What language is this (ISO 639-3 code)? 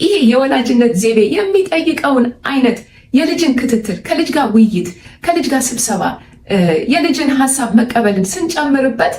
amh